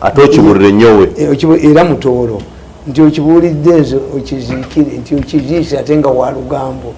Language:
Ganda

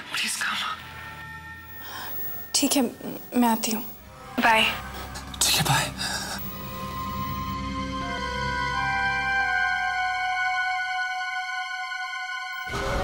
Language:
Hindi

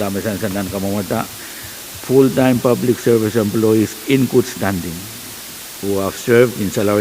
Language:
Pohnpeian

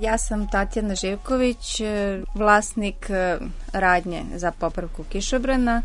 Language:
Serbian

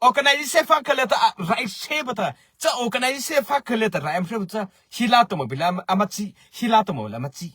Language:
Mara Chin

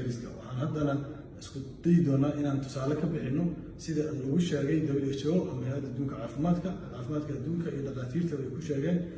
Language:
Somali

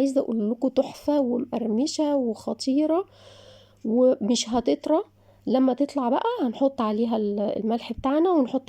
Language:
Egyptian Arabic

